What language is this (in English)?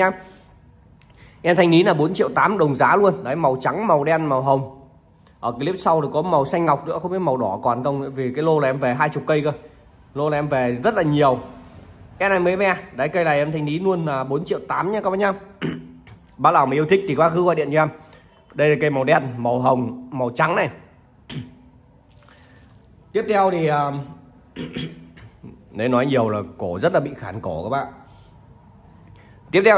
Vietnamese